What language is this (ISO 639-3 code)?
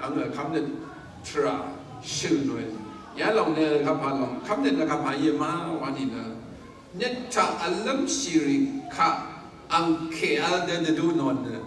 raw